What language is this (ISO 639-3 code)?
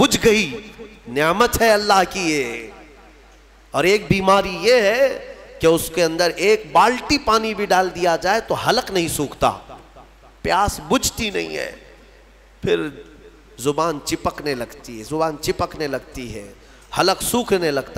urd